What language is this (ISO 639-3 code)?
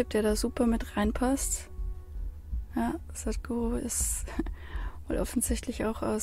deu